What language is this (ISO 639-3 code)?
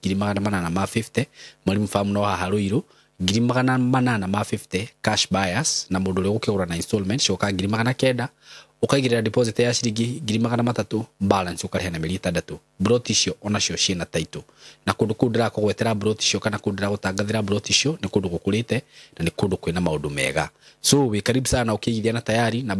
kik